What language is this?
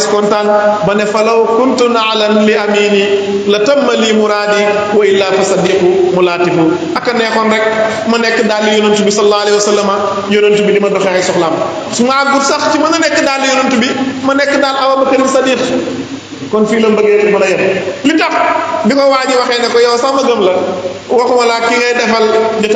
Wolof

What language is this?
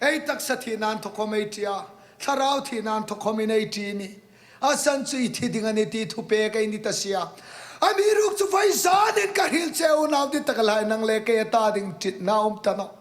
Hmar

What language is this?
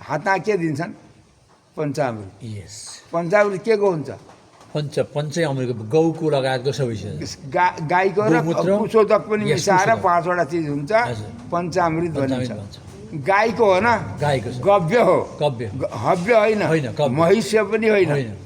Nepali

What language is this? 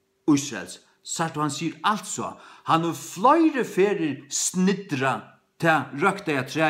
Faroese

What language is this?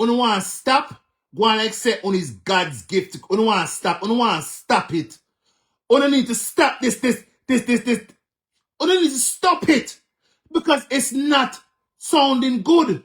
Jamaican Creole English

